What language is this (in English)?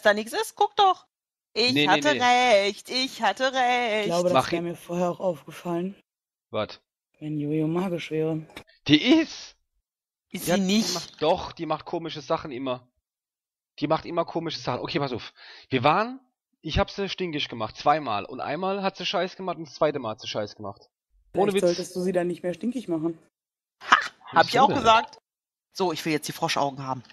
German